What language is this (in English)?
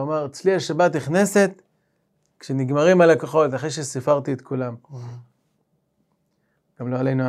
Hebrew